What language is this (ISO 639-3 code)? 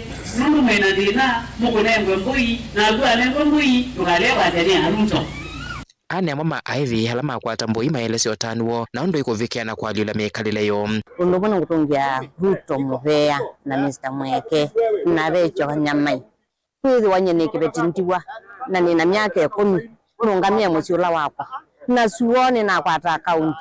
kam